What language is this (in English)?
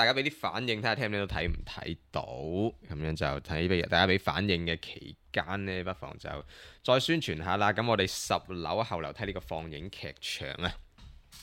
Cantonese